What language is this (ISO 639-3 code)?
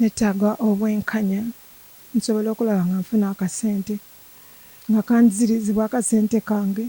lug